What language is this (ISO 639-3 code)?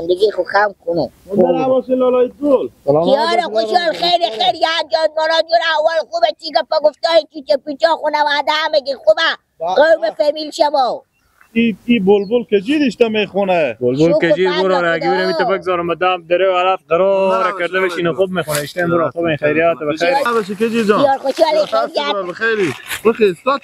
fas